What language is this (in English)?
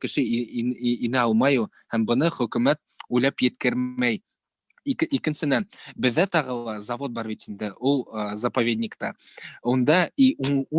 Bashkir